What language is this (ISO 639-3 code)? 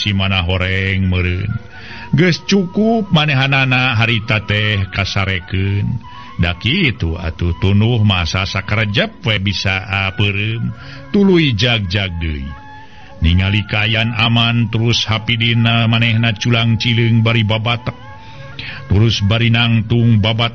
sun